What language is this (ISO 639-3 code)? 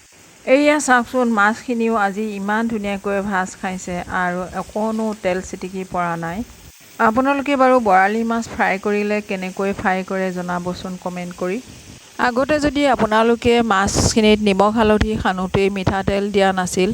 asm